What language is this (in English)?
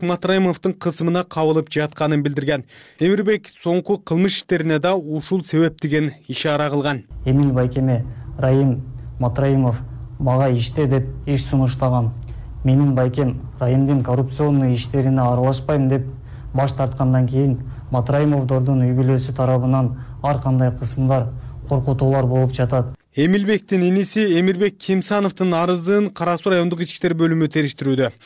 Kyrgyz